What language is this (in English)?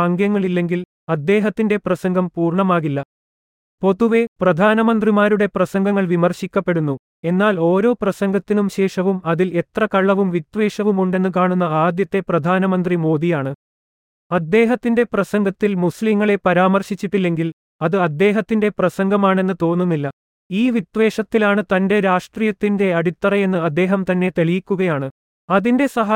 Malayalam